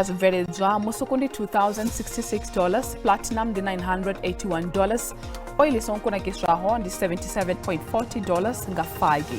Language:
Venda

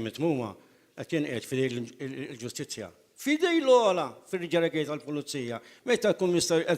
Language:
Maltese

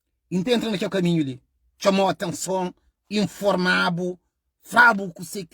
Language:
Kabuverdianu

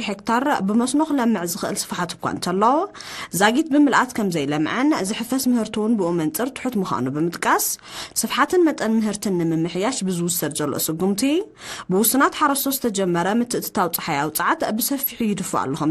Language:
Tigrinya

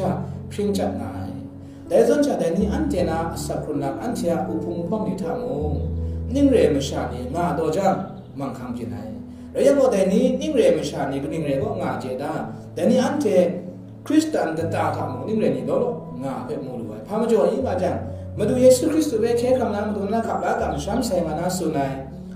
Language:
Kachin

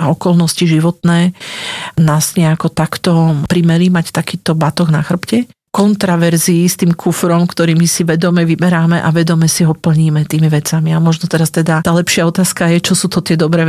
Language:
Slovak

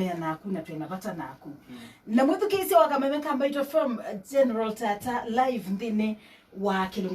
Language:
Kamba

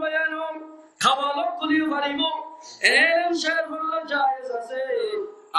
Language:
Rohingya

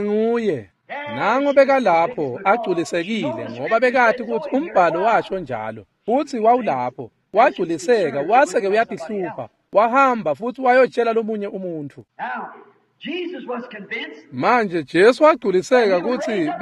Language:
Swati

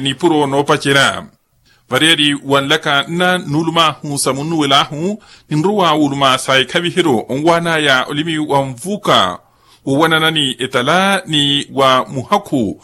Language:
Makhuwa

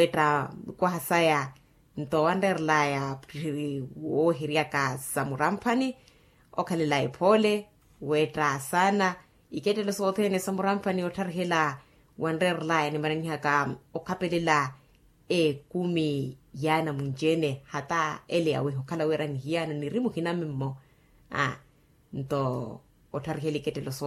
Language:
Makhuwa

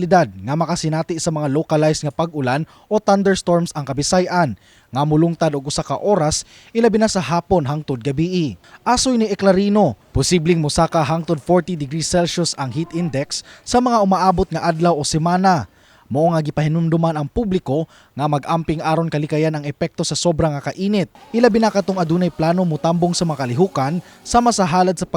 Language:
Cebuano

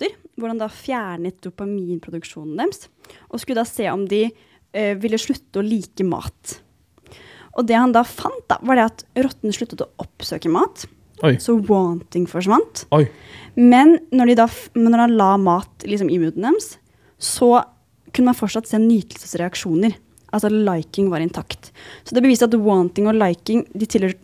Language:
Norwegian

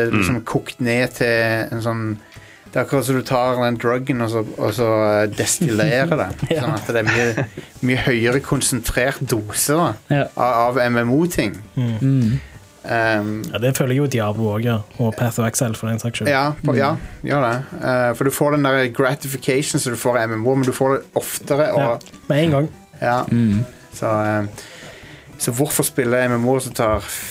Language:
Norwegian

